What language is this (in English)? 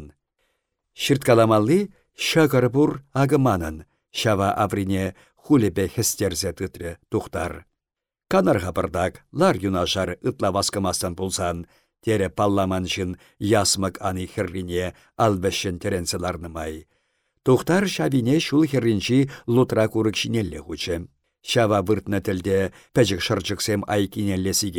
Chuvash